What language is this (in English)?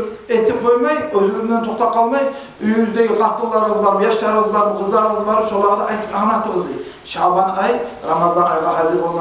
Kumyk